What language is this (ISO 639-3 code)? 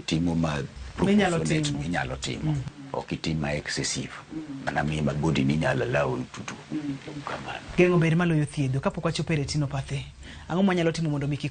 luo